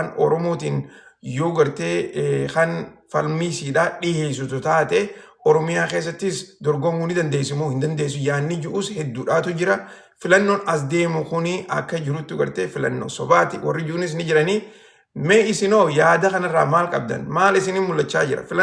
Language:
Oromo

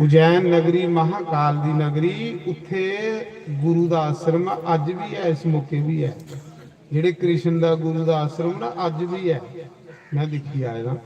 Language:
Dogri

